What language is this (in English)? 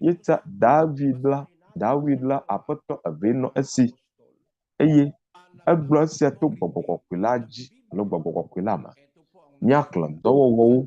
Ewe